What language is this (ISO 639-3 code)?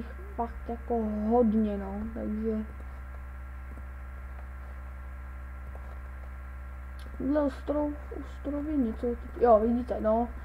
ces